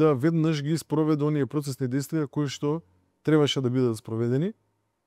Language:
Macedonian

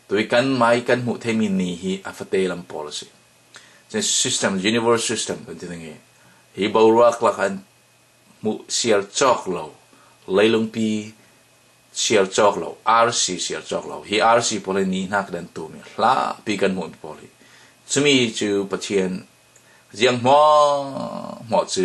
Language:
Falam Chin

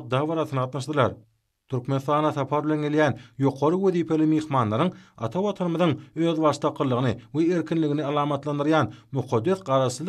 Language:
Turkmen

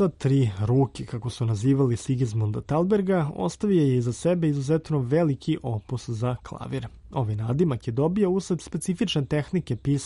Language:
Serbian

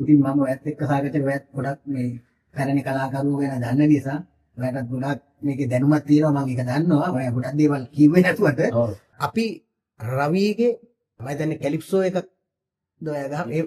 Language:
Sinhala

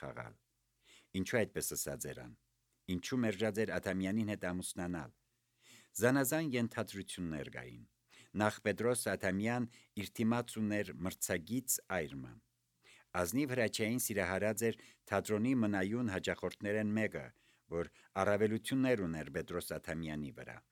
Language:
Armenian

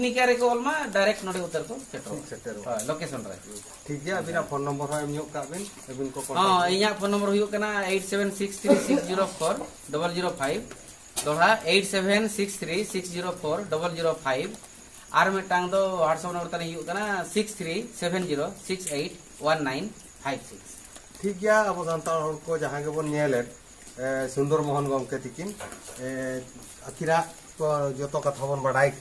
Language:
Santali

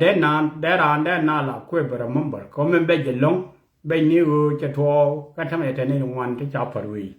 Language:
Nuer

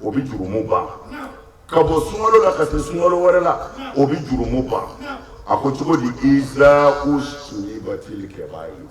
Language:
Bambara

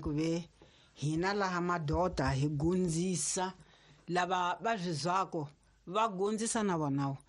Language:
Tsonga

